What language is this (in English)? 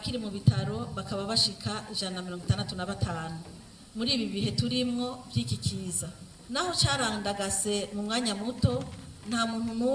Rundi